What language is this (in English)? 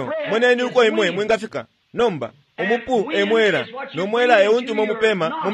Bemba